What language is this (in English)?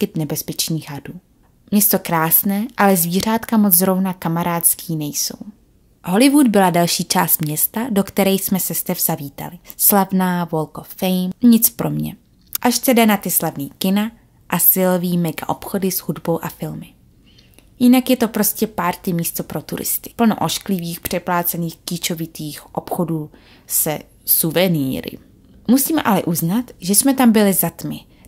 Czech